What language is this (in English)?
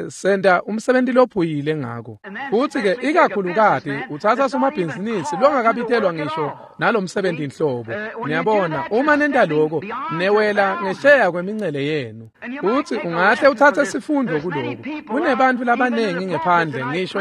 Swati